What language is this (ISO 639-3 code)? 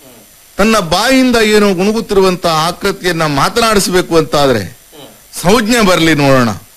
kan